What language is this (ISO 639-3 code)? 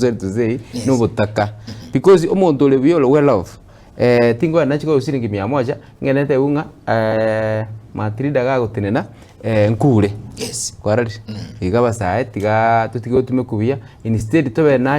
guz